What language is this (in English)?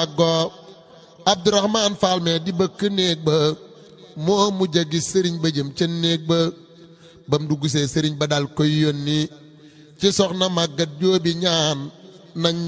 Wolof